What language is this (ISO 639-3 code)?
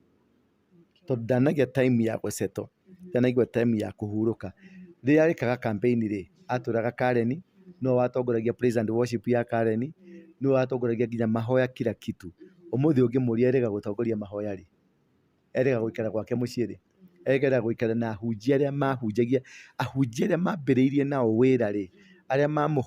kik